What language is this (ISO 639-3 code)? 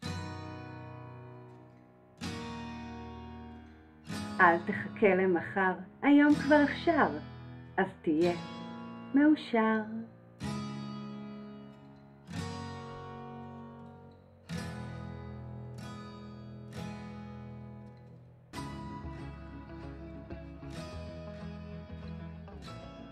heb